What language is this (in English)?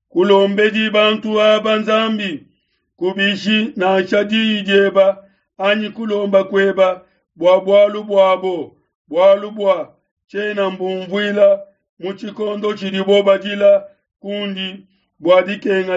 Luba-Lulua